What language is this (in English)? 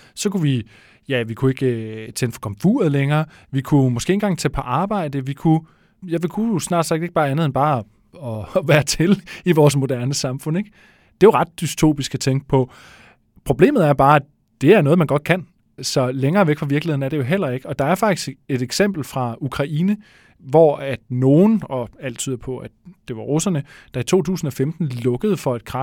Danish